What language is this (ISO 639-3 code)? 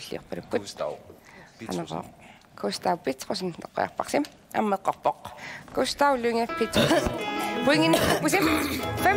kal